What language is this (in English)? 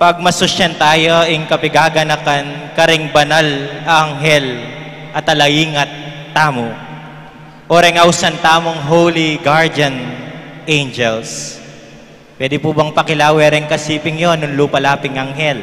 Pampanga